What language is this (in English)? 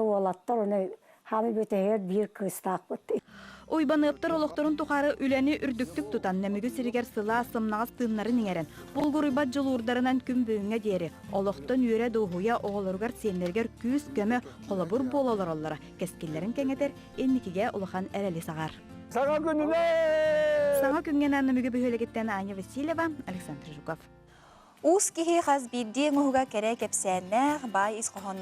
Yakut